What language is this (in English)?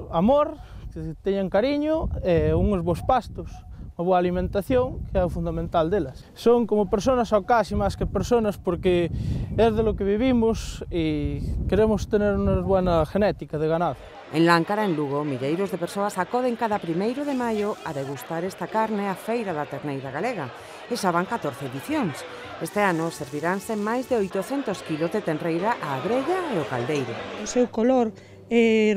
Galician